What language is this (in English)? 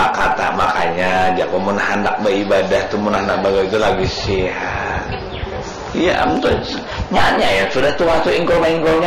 Banjar